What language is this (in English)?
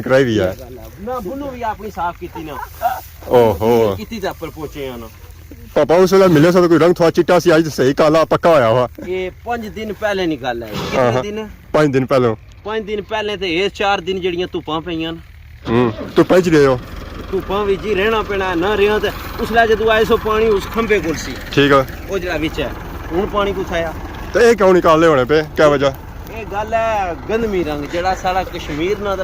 Pahari-Potwari